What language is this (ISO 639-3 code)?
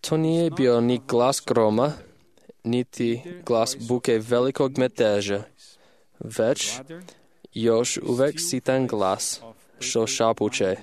srp